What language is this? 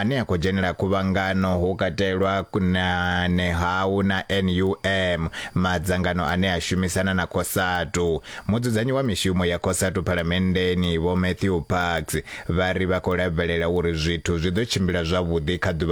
Venda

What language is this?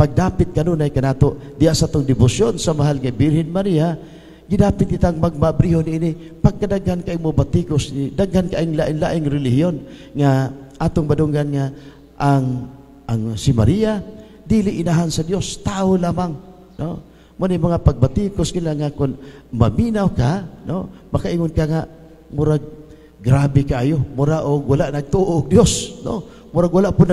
Cebuano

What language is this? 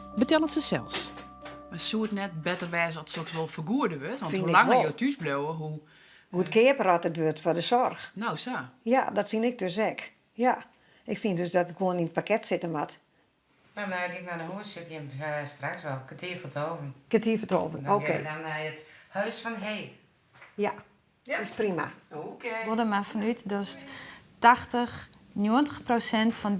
Western Frisian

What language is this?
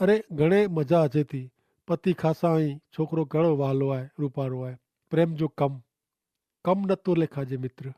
Kachhi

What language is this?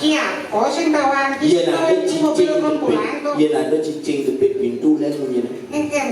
Balinese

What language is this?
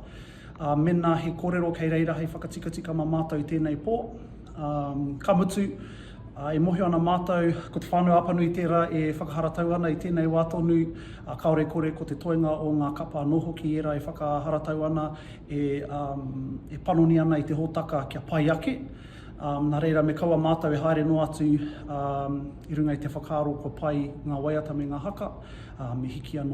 Māori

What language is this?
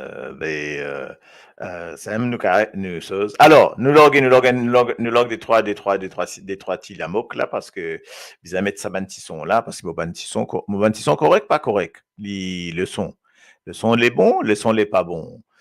Morisyen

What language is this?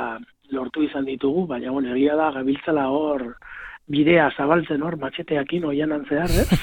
Basque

